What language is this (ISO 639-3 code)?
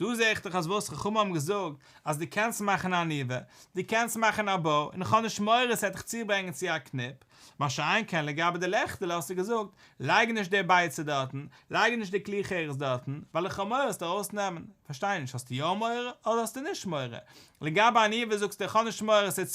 yid